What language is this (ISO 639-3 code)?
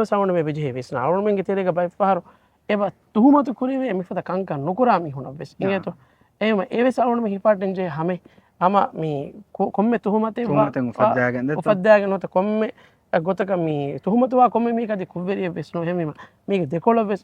div